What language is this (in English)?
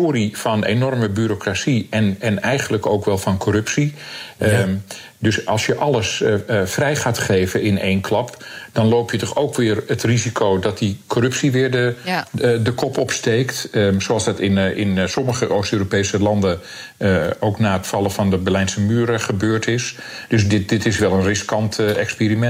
Dutch